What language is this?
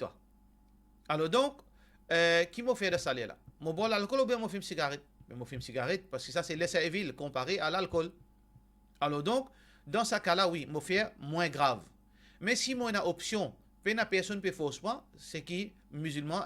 Morisyen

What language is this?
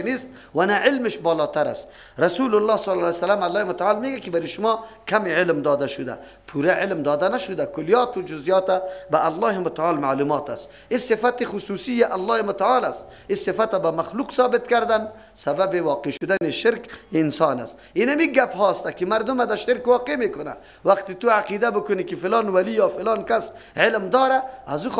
Persian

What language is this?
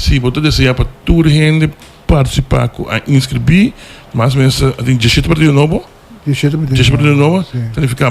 Papiamento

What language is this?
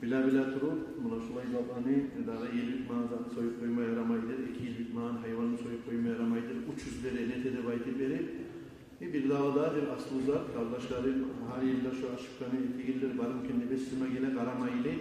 Kumyk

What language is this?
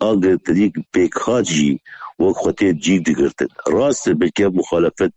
Kurdish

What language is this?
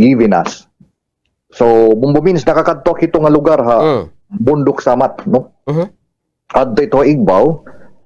Waray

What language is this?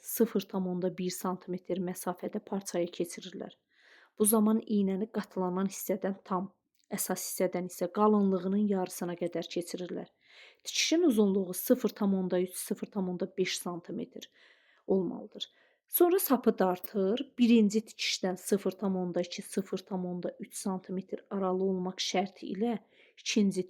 Azerbaijani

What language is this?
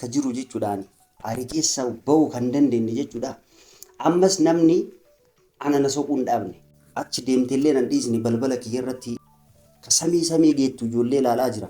Oromo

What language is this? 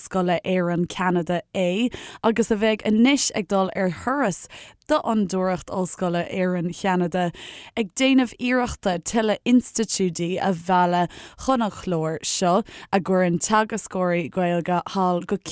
Irish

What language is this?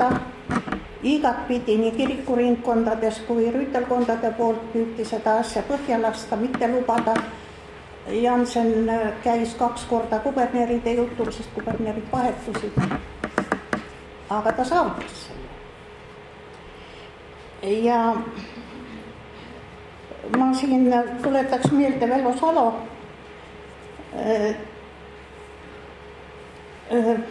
Estonian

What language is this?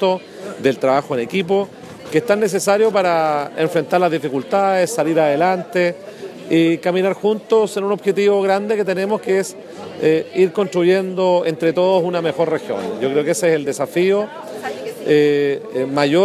Spanish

